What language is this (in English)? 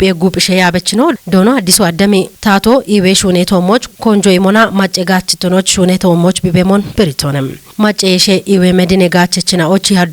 Kafa